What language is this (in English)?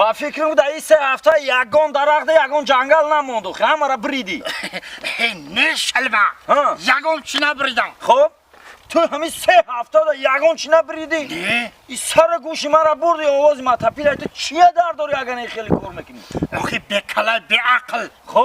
Tajik